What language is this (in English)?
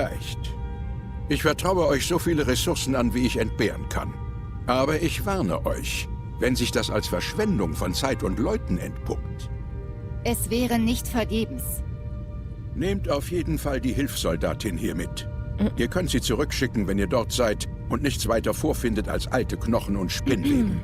Swiss German